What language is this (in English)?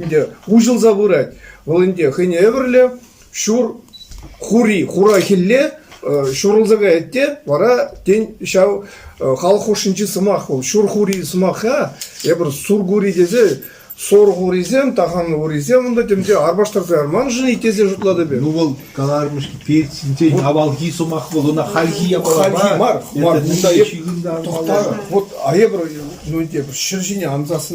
Chuvash